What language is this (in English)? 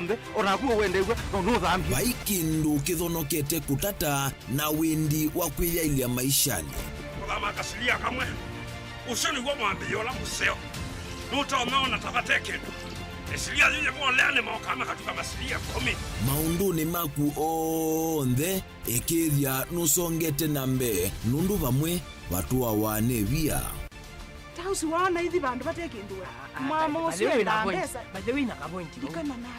Kamba